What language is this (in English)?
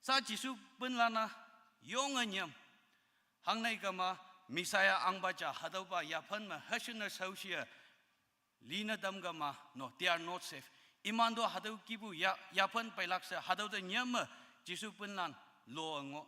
Konyak Naga